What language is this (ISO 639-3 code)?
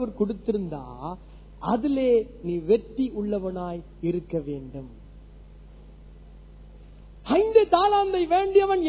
tam